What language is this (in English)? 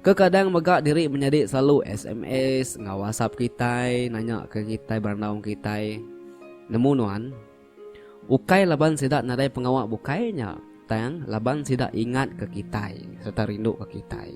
Iban